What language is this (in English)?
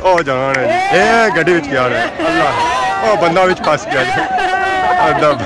Pahari-Potwari